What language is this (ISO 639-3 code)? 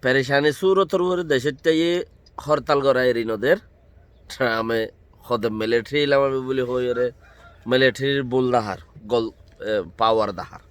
rhg